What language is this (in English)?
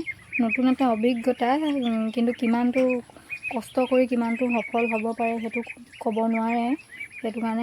Assamese